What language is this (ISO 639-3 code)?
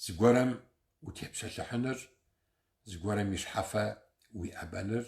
kbd